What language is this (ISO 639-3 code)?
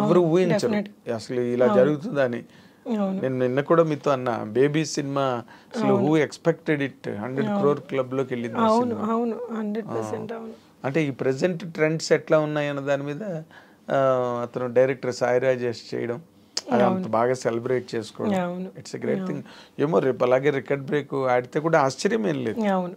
tel